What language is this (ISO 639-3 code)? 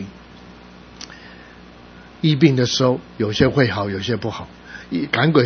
zho